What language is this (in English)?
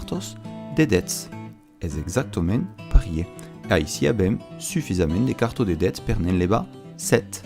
Occitan